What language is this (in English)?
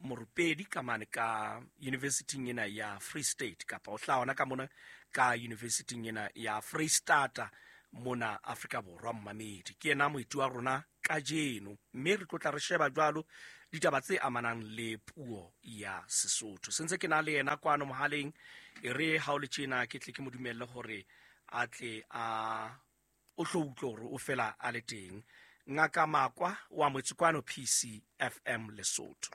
Southern Sotho